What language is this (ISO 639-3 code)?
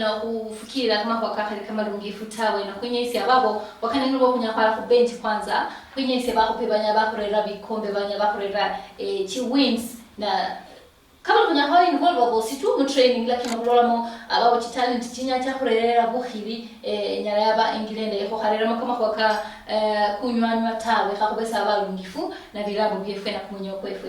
luy